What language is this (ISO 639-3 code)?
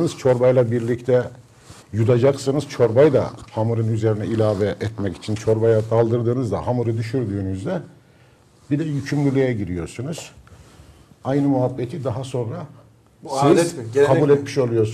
tur